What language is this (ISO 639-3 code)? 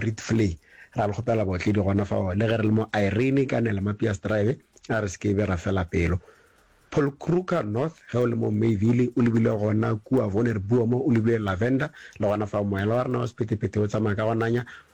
nso